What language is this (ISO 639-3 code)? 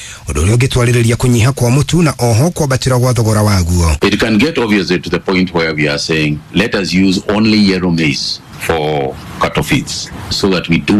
kik